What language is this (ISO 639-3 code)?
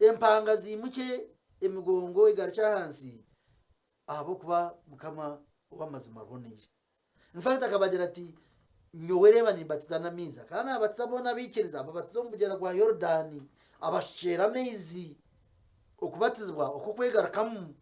nyn